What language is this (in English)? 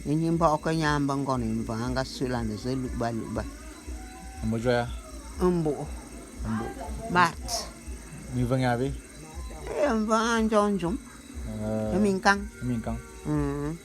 Bulu